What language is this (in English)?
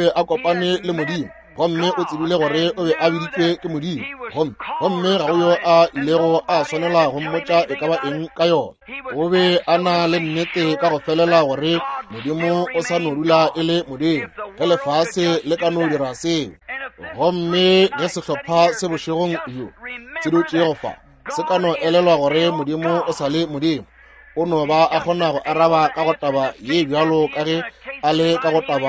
Northern Sotho